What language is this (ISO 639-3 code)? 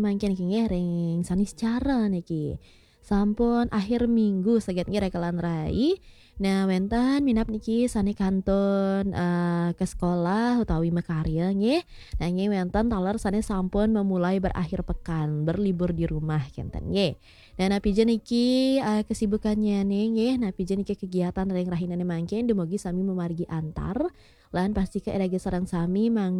ban